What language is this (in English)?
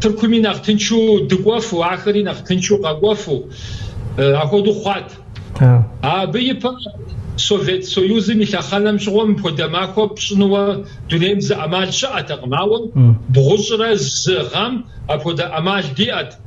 Kabardian